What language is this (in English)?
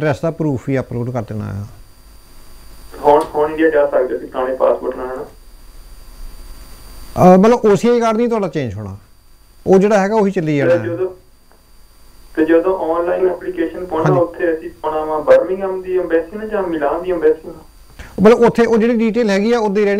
Punjabi